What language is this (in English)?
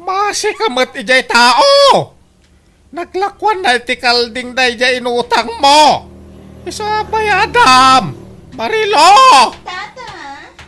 Iloko